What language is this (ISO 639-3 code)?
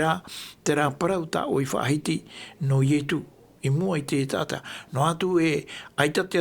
tah